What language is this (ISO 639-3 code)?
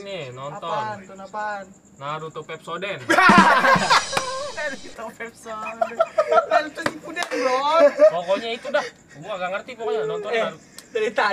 bew